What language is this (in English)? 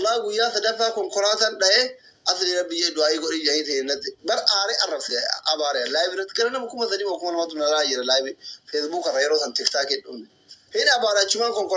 Oromo